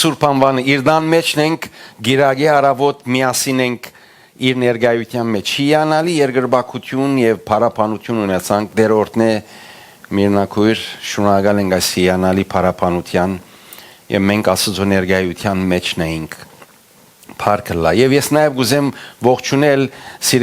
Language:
Western Armenian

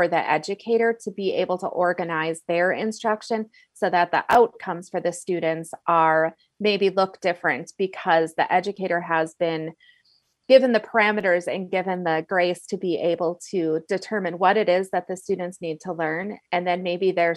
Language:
English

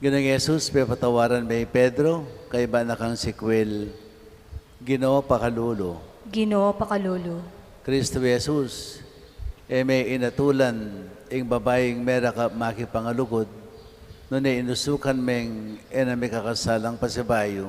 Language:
Pampanga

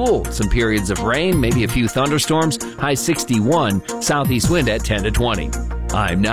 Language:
English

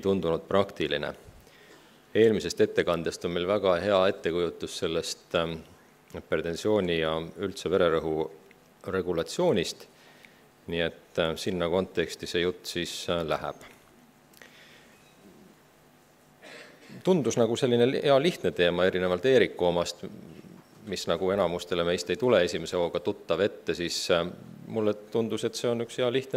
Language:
Estonian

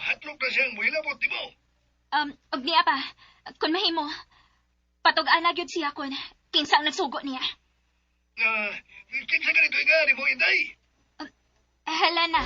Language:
Cebuano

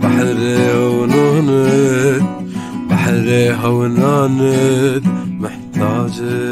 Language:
Zaza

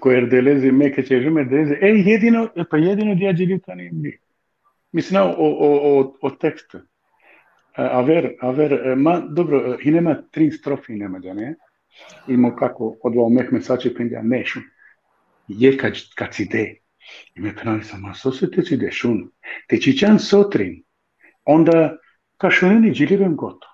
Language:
Balkan Romani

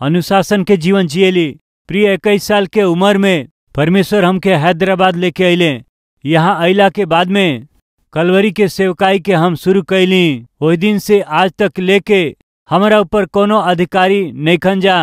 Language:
Bhojpuri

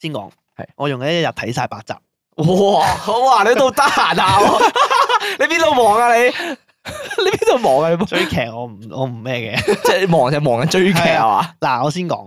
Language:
Cantonese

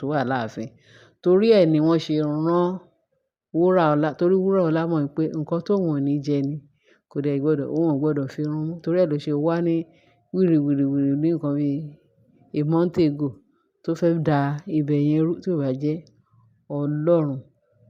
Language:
Yoruba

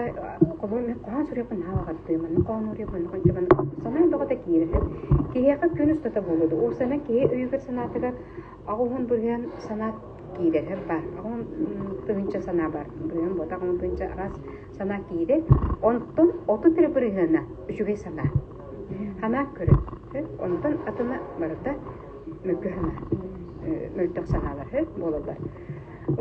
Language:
Yakut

